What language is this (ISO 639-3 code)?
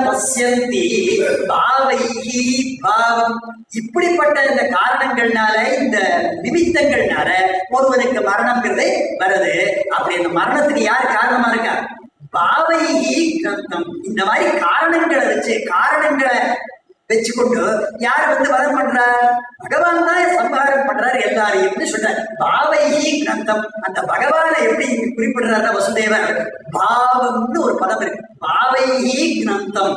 tam